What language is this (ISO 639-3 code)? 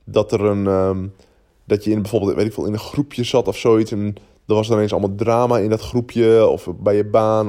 nld